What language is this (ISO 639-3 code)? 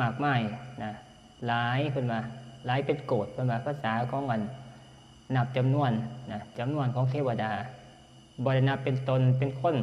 tts